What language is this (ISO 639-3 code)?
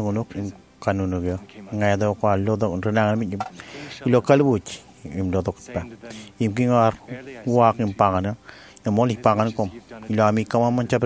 mah